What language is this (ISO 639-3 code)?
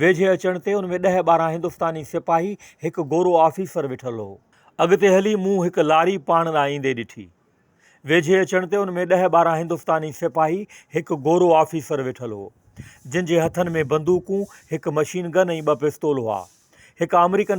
snd